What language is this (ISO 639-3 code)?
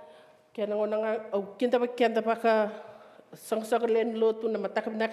fij